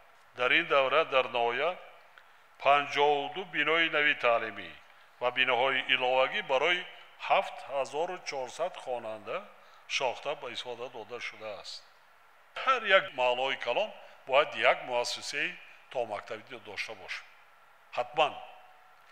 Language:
Tajik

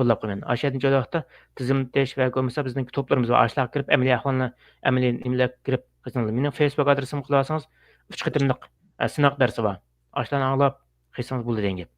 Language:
Uyghur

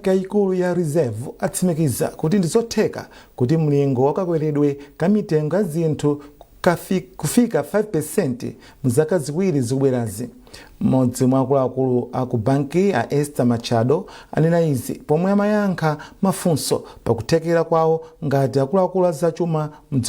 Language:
Nyanja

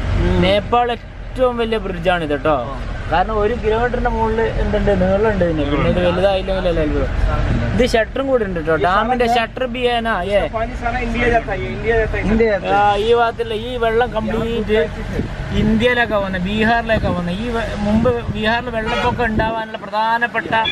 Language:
Malayalam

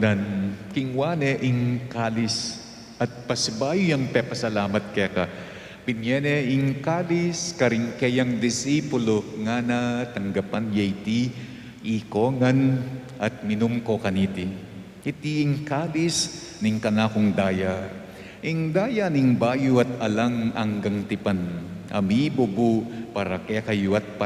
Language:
Pampanga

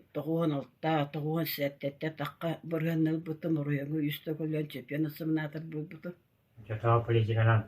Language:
Yakut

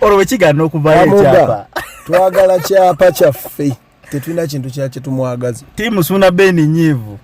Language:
Ganda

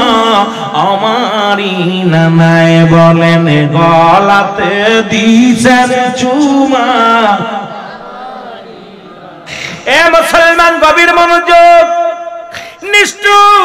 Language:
Bangla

